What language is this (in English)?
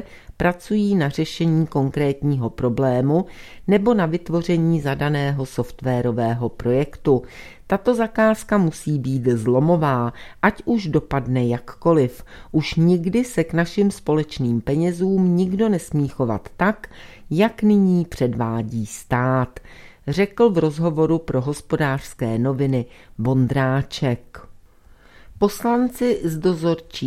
Czech